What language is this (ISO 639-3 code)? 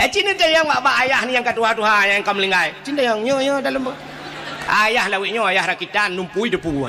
ace